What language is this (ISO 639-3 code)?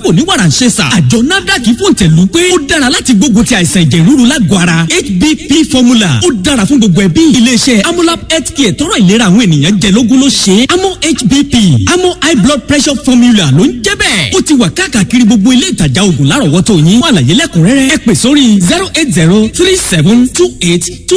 yor